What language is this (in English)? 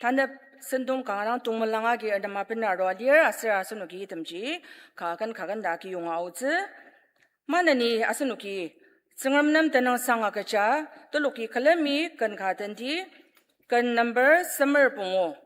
Ao Naga